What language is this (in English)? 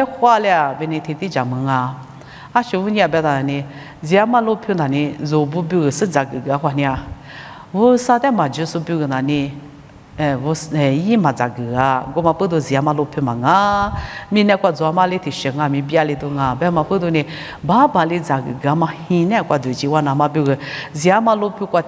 Lisu